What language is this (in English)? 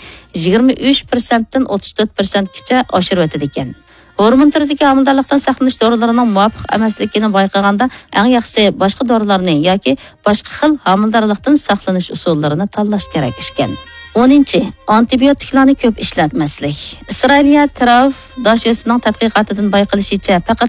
Uyghur